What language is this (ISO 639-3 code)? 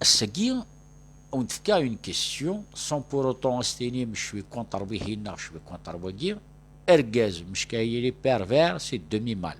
kab